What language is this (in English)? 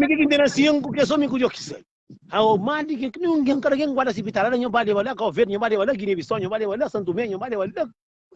Kabuverdianu